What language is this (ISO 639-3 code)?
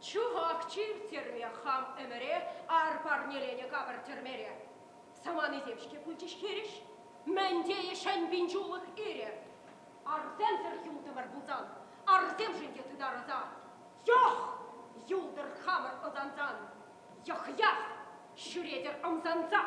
chv